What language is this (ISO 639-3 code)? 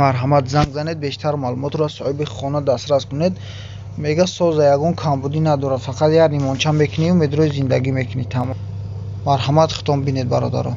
tgk